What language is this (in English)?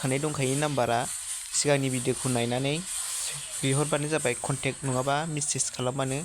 Bodo